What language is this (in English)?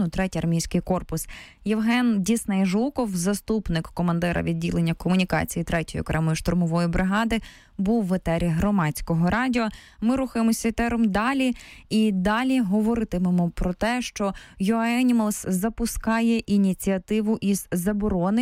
Ukrainian